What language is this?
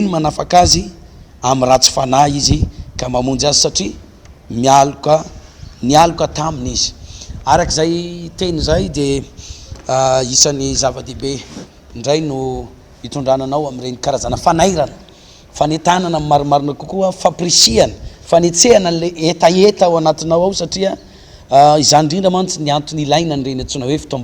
Malagasy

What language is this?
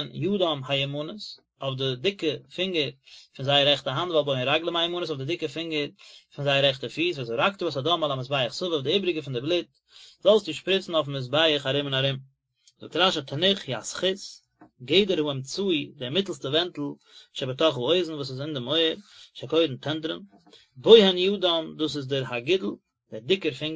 Yiddish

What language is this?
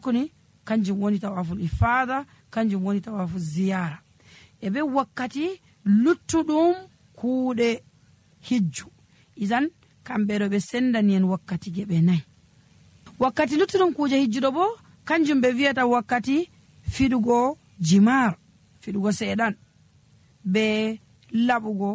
Nigerian Fulfulde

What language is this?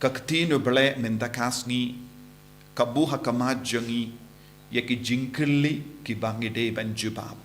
Khasi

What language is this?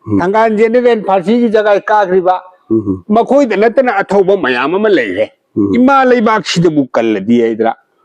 Manipuri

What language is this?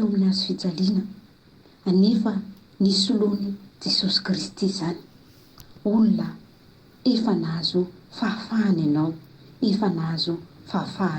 Malagasy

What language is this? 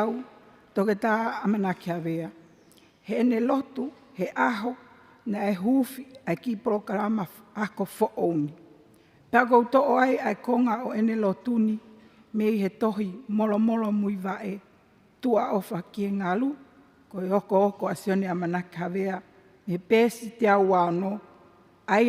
Tongan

